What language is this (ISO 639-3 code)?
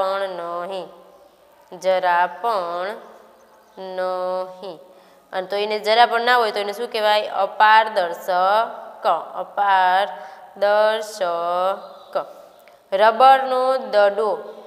guj